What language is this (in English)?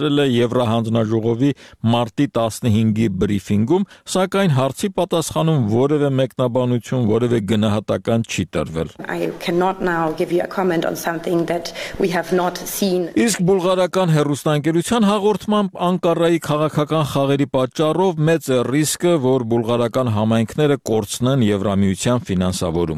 Armenian